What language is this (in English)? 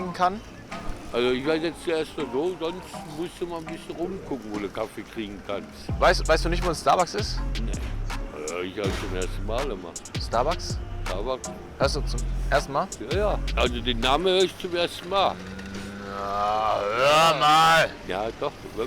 Swiss German